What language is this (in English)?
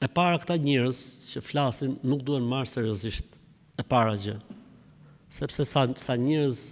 Albanian